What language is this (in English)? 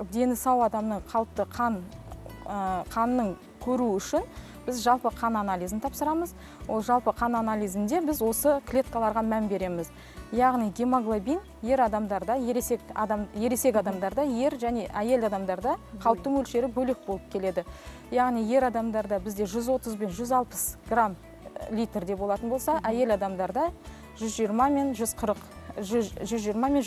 Kazakh